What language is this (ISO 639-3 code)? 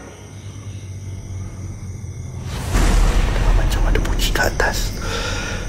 msa